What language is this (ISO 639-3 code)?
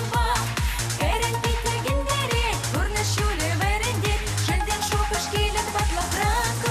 chv